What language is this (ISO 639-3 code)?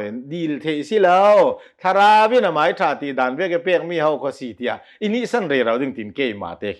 cnh